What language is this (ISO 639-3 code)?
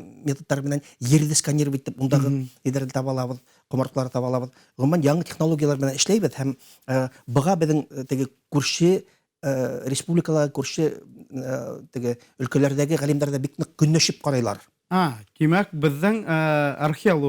bak